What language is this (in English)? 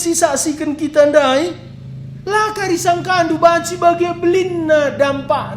Batak Karo